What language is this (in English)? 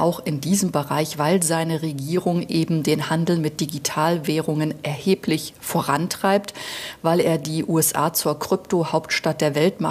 German